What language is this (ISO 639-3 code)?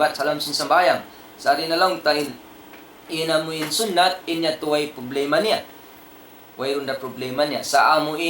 tsg